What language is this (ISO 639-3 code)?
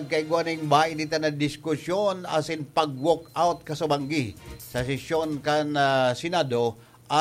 bik